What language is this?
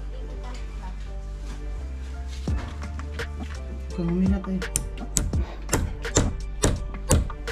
Filipino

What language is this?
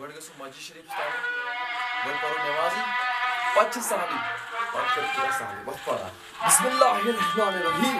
Kashmiri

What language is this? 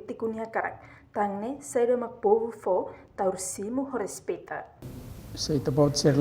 Tetum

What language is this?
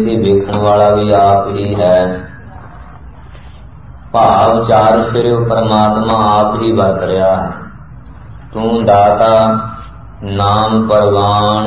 Punjabi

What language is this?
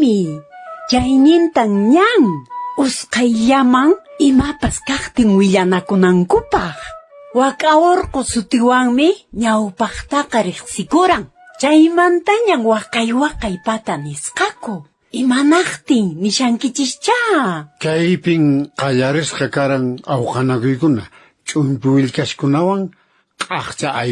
Quechua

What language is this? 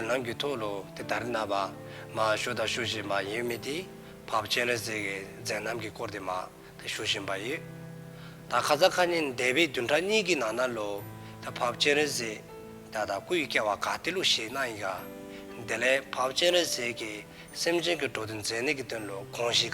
Dzongkha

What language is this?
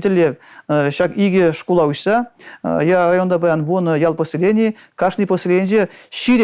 Chuvash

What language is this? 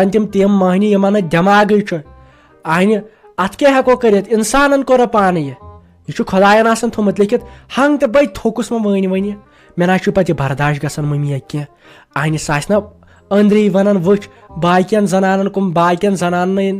Kashmiri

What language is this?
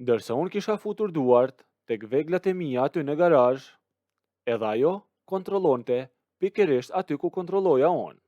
Albanian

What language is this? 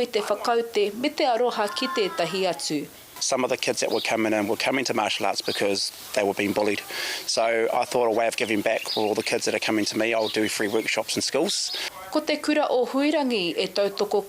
Māori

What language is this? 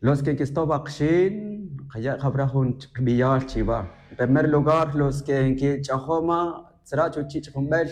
Tz'utujil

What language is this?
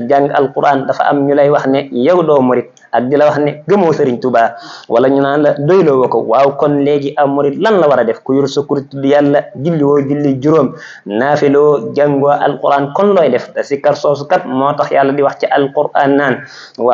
Wolof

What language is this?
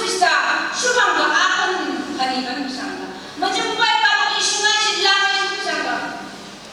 Phom Naga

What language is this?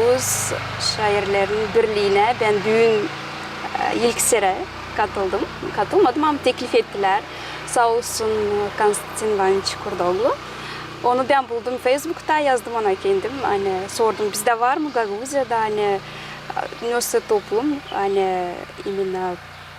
Gagauz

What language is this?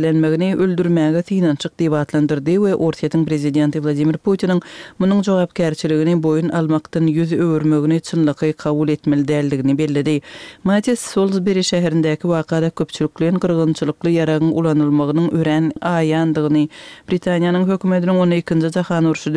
Kyrgyz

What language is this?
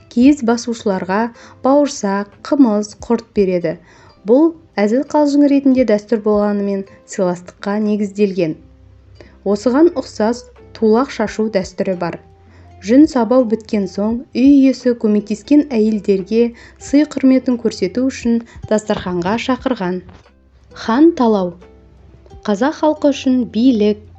Kazakh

